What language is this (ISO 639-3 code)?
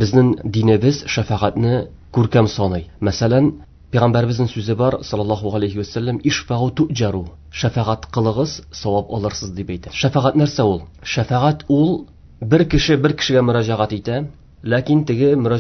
tat